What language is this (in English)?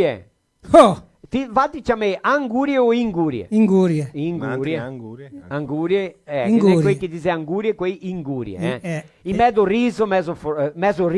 Venetian